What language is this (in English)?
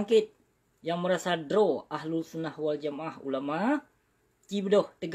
Achinese